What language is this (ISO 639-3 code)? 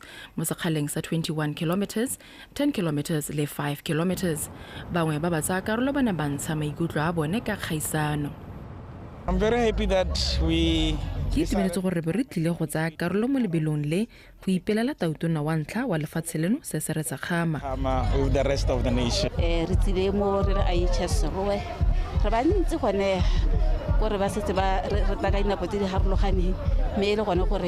tsn